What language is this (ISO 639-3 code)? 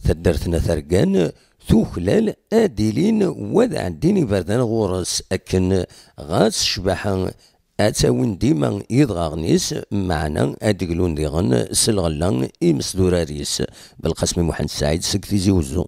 kab